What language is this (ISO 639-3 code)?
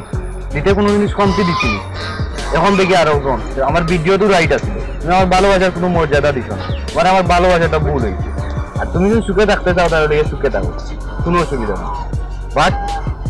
syl